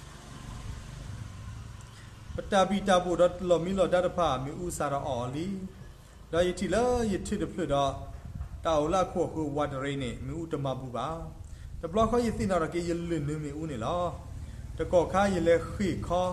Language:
S'gaw Karen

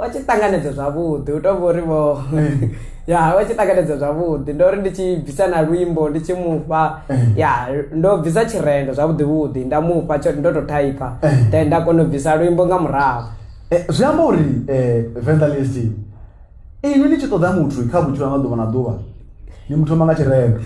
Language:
Venda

